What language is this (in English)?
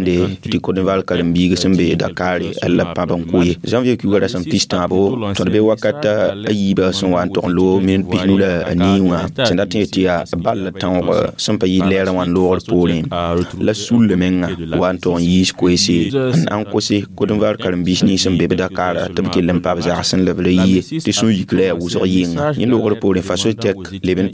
Mossi